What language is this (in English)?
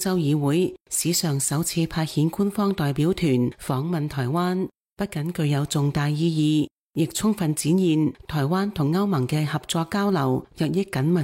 Cantonese